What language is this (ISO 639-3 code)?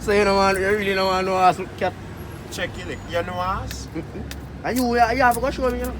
jam